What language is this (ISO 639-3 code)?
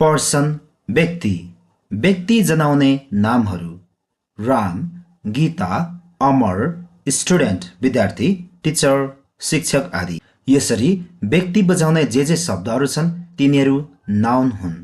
nep